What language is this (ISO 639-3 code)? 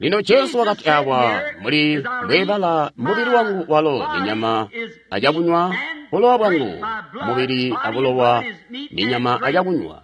toi